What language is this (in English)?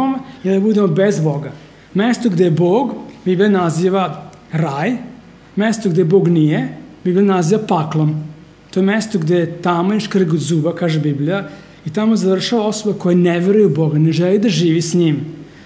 Serbian